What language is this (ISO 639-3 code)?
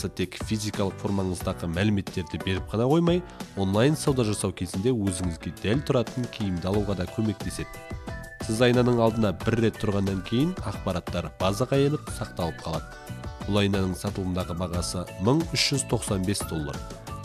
kaz